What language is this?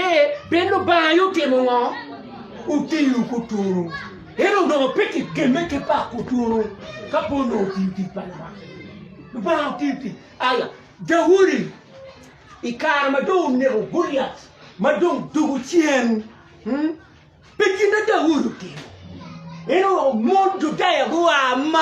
Acoli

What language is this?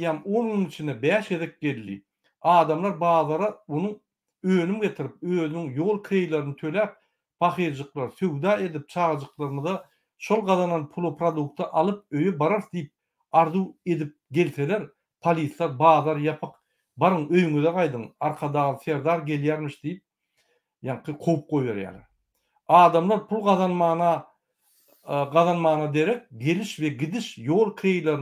Turkmen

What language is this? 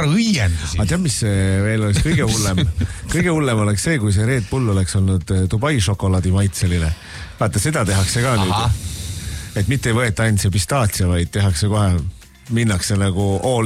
Estonian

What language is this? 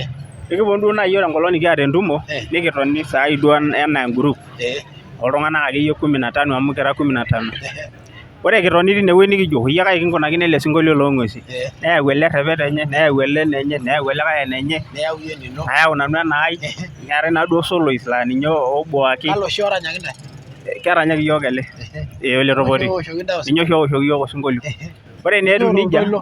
Masai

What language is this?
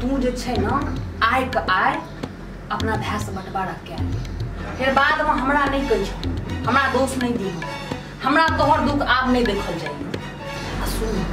Maithili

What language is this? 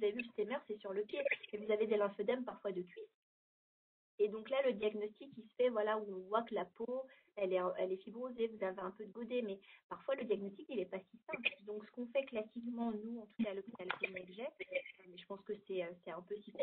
French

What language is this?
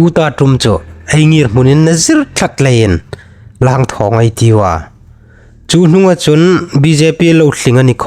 Hmar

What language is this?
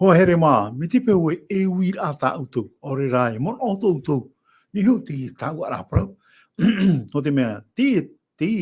Tahitian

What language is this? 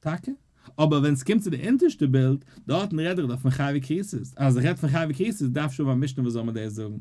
Yiddish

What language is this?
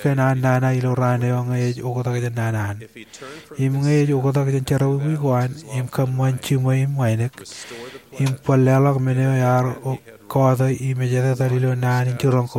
Marshallese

